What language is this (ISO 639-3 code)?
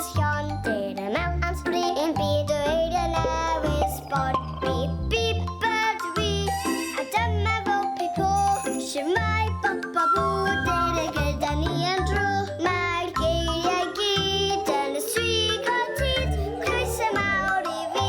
cym